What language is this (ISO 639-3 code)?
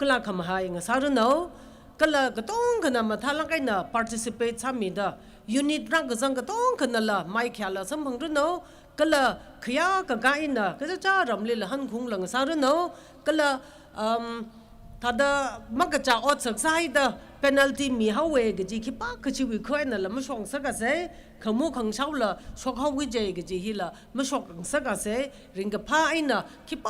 nmf